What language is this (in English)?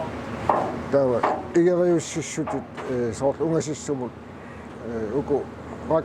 Kalaallisut